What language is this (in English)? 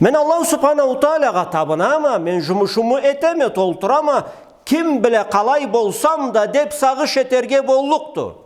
Karachay-Balkar